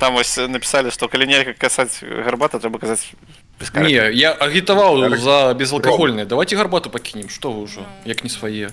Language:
Belarusian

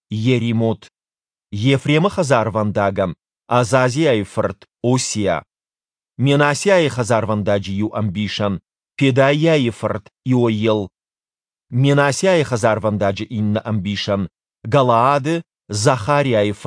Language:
Ossetic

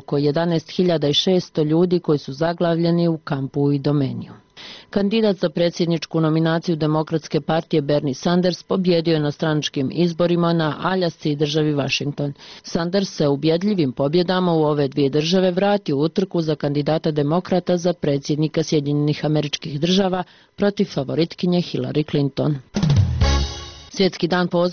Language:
Bosnian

